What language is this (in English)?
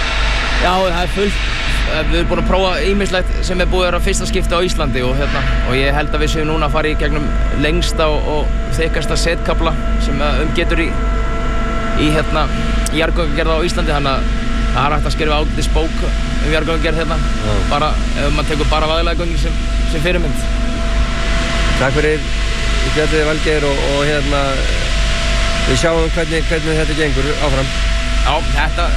Icelandic